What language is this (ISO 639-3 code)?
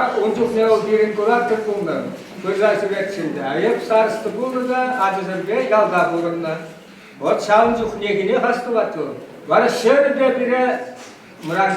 chv